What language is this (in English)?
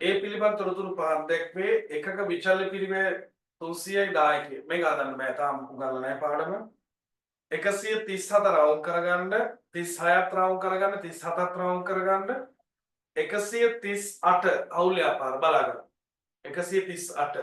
Sinhala